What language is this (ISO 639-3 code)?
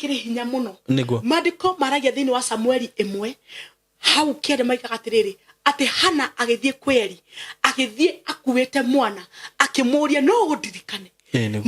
kik